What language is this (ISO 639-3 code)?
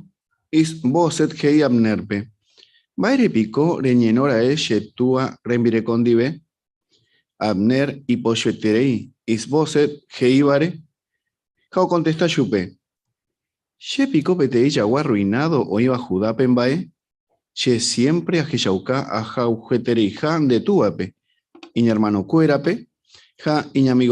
grn